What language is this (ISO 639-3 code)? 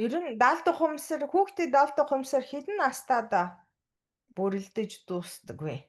mon